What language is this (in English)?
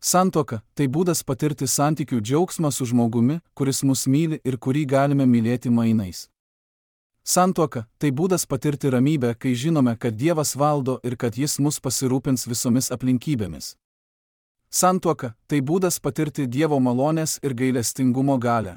Lithuanian